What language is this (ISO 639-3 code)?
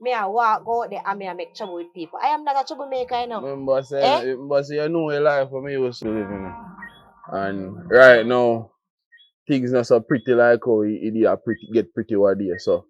jam